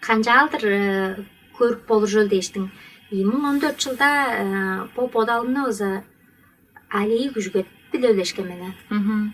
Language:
Tuvinian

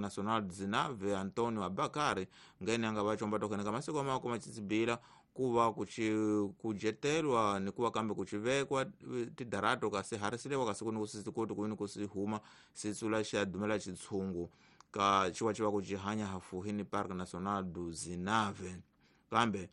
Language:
Tsonga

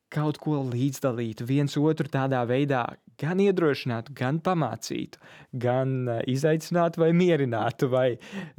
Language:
Latvian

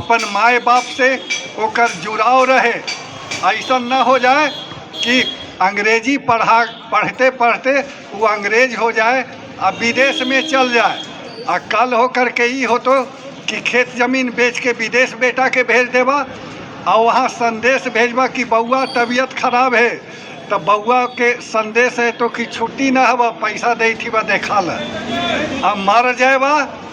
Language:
Magahi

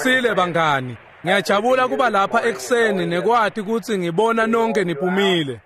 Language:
Swati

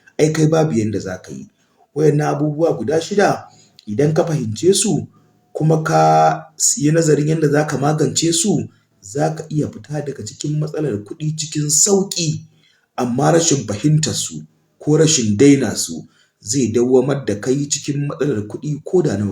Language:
Hausa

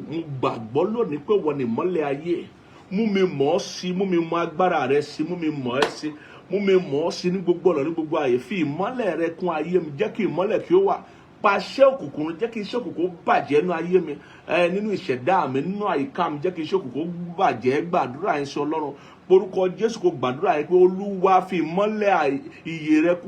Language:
Yoruba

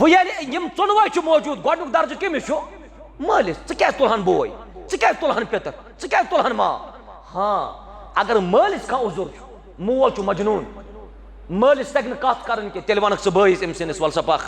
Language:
Kashmiri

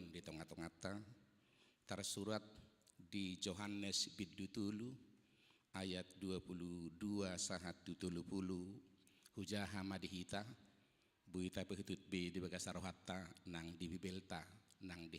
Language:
Batak Toba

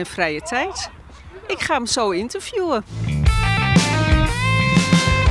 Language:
Dutch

